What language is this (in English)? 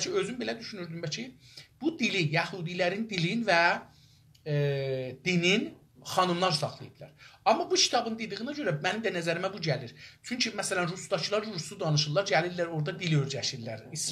South Azerbaijani